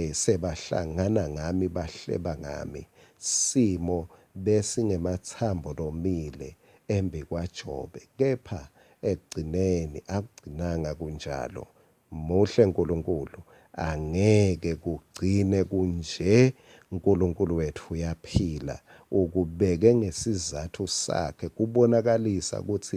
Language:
Swati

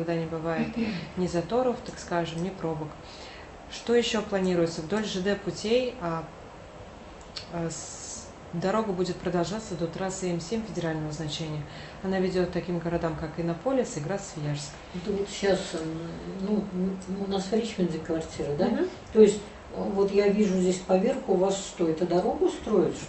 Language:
Russian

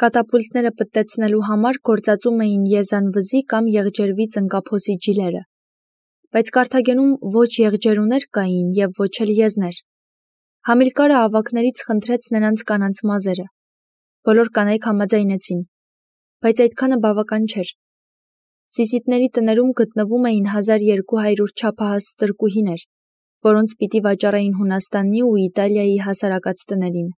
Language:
Armenian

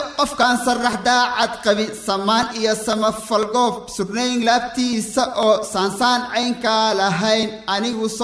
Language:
Somali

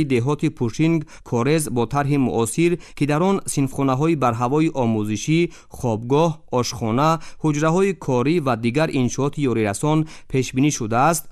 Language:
Tajik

